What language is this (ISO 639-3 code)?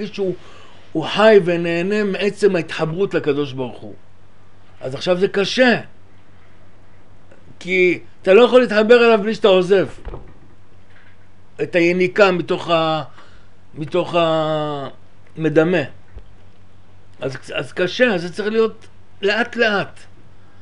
heb